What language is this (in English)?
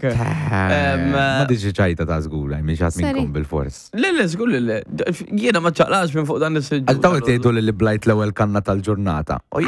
Maltese